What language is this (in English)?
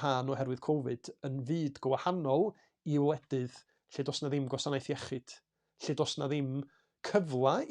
Welsh